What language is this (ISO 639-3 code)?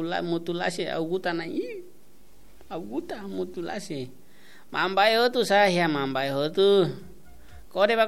tet